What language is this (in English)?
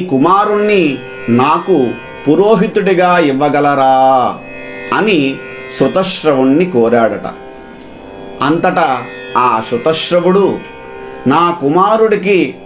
Telugu